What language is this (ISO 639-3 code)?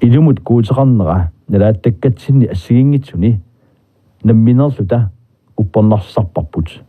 kal